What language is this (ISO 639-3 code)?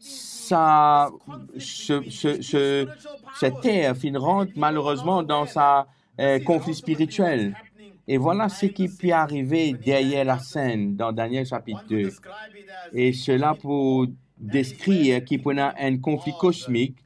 mfe